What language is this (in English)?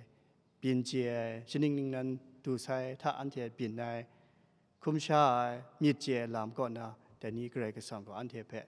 Kachin